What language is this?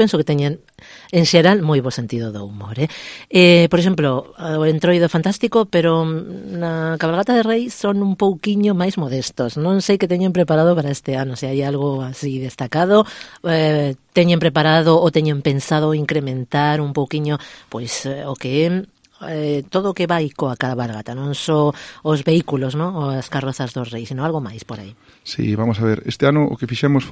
Galician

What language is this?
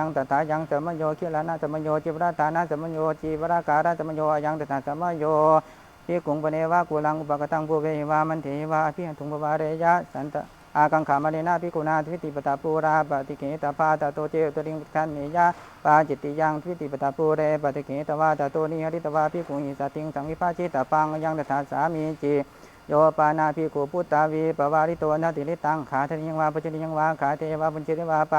Pali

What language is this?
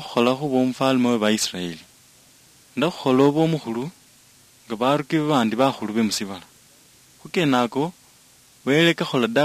Luyia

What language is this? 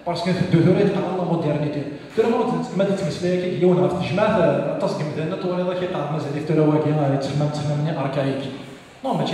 Kabyle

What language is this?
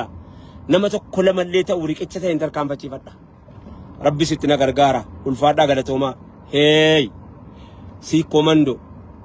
Oromo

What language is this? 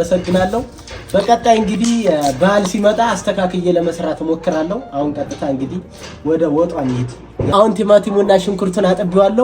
Amharic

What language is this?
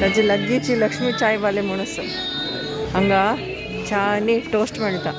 Konkani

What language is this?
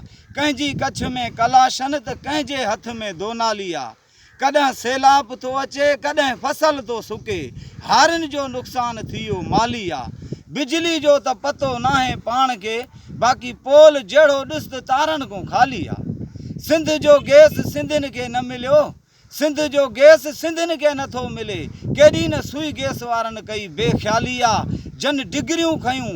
Sindhi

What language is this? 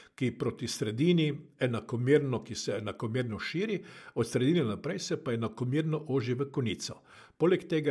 Slovenian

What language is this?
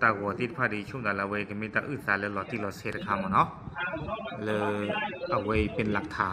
S'gaw Karen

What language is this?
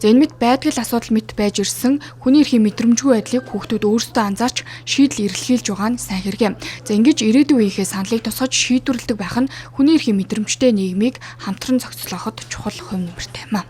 Mongolian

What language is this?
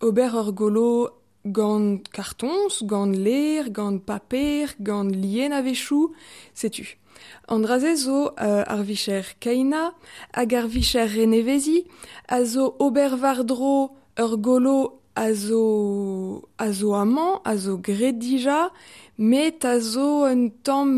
Breton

